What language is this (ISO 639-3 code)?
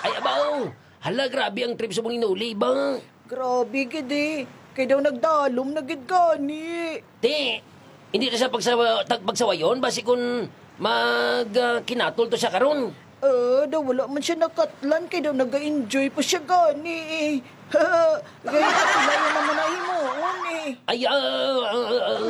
hil